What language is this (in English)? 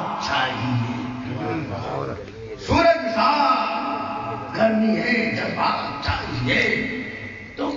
Urdu